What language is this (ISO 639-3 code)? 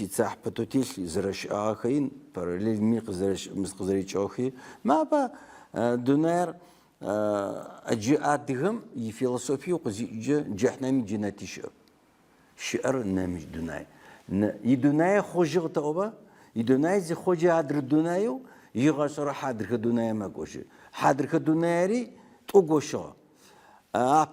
ady